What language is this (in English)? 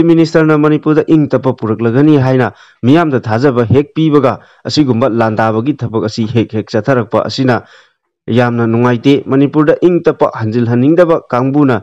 Manipuri